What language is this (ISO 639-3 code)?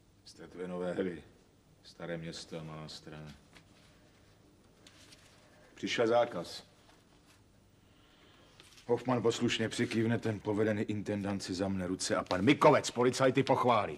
ces